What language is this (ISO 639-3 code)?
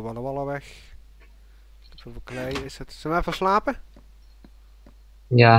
nld